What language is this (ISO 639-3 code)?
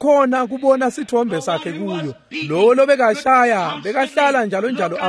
ssw